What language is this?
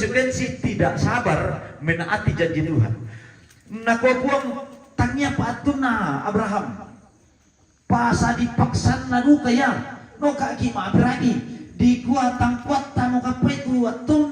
Toraja-Sa'dan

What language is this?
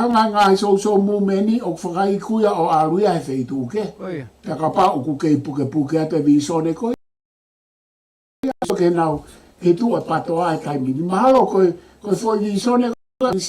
Tongan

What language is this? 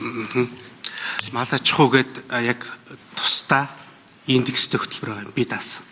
Mongolian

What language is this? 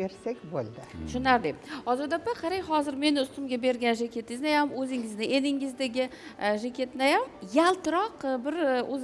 Uzbek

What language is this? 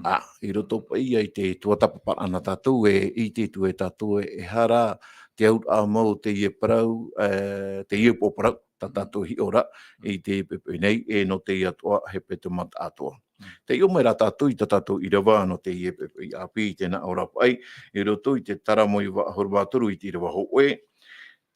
Tahitian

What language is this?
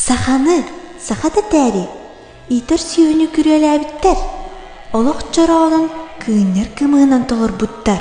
Yakut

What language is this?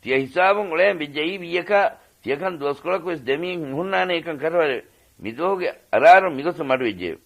Divehi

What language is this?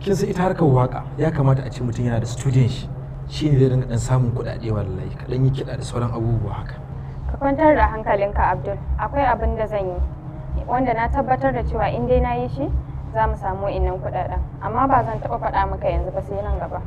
Hausa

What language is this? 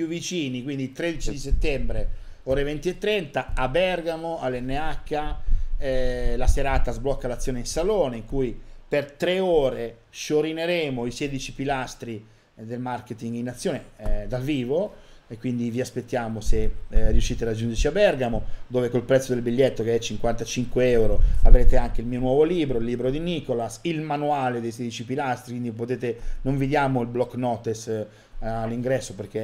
Italian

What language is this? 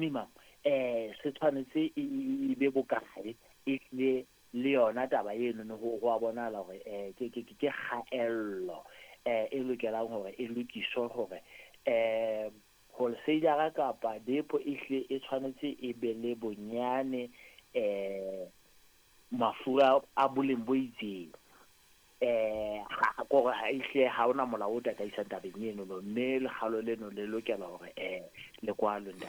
Southern Sotho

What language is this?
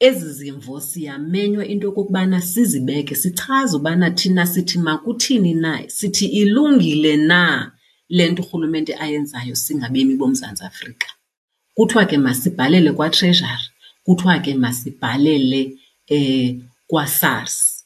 Xhosa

